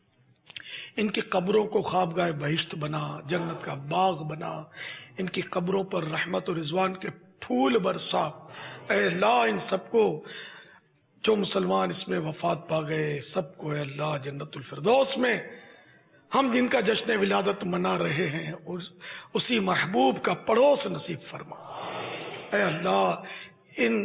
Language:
Urdu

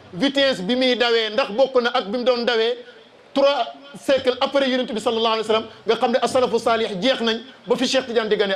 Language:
Wolof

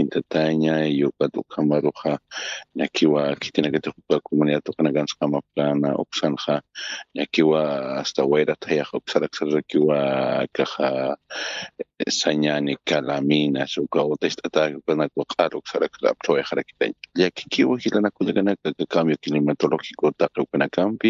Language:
Aymara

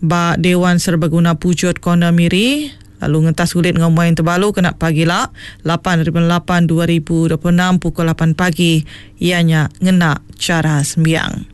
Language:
Iban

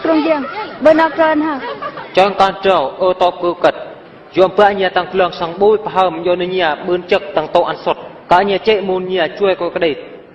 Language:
Eastern Bru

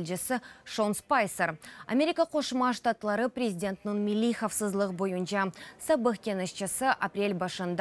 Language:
Crimean Tatar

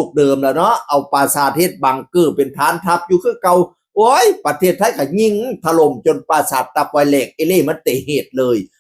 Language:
Northeastern Thai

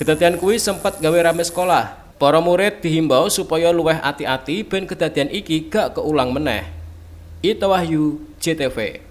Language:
Javanese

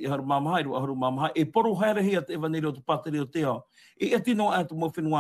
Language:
Tahitian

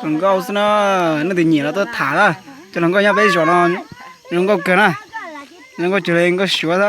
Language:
Hmong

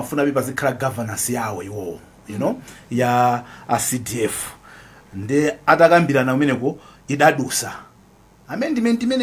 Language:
Nyanja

